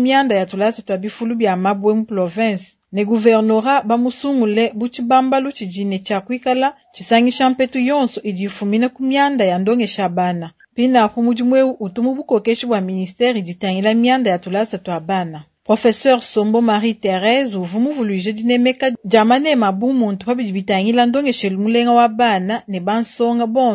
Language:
Luba-Lulua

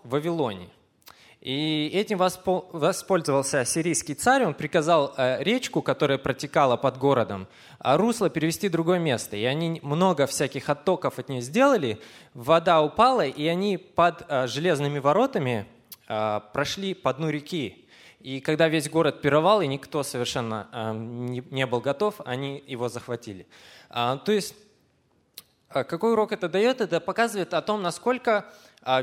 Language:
Russian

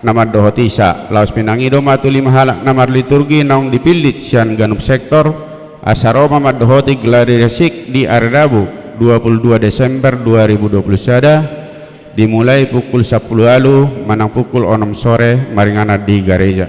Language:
Batak Toba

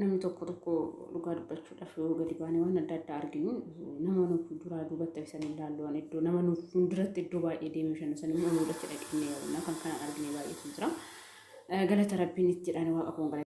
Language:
Oromo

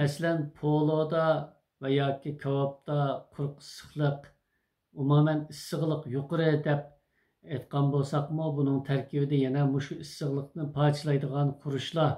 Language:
Uyghur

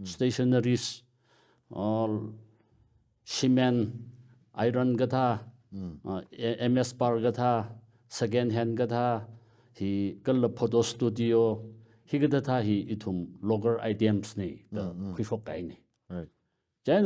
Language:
Tangkhul Naga (India)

